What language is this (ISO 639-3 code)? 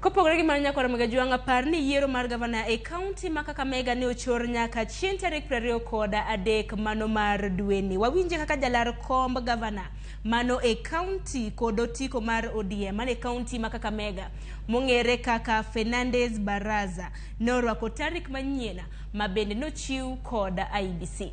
luo